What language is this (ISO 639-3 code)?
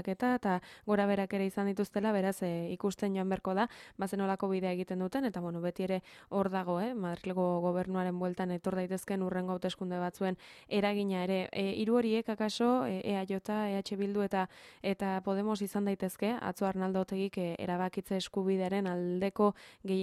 eus